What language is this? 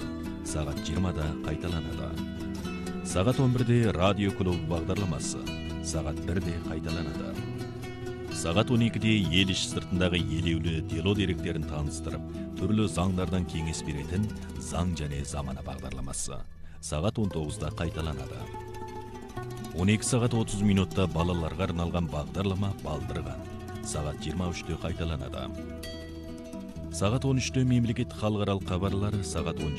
Kazakh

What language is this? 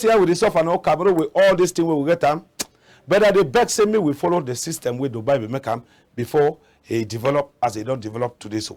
Cameroon Pidgin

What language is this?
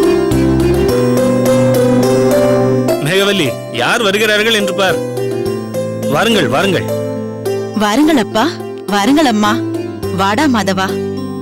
Tamil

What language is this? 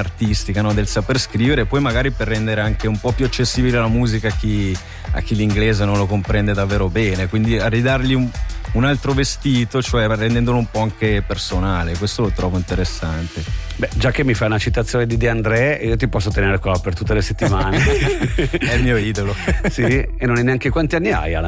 Italian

